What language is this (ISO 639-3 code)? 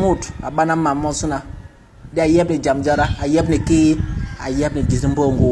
bas